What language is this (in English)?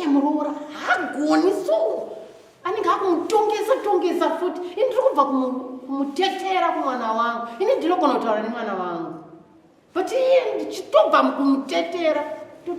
Shona